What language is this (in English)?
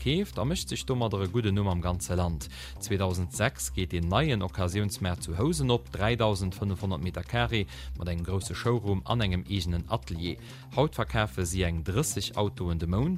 Luxembourgish